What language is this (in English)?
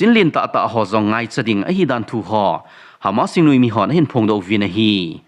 Thado Chin